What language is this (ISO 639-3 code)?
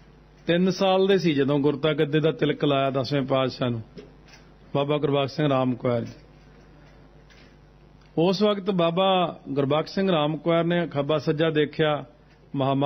pan